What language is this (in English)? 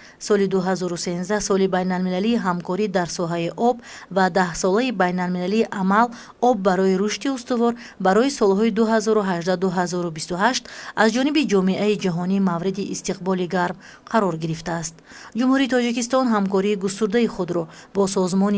Tajik